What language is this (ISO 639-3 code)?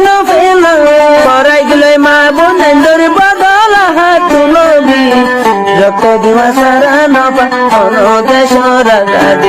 rhg